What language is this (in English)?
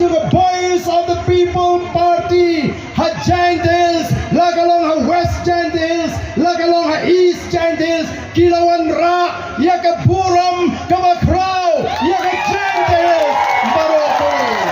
Khasi